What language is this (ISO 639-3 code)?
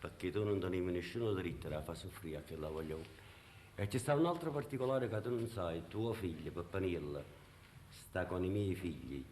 nap